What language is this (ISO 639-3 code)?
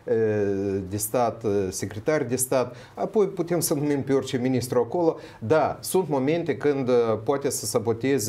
ron